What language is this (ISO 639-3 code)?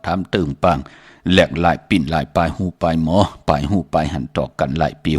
shn